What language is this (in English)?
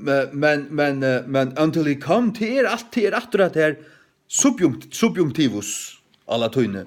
Faroese